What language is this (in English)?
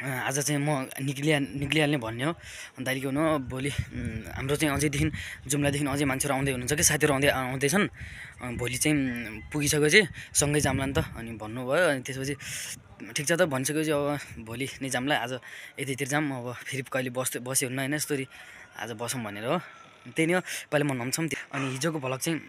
Nepali